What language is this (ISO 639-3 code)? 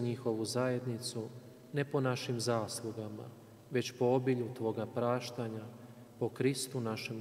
hrv